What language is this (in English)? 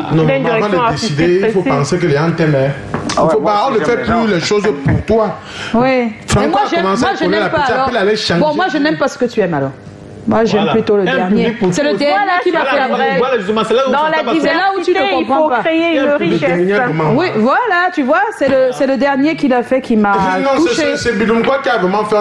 French